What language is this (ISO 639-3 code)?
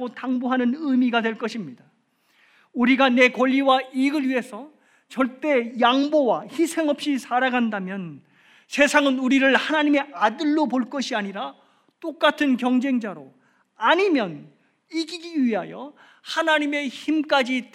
kor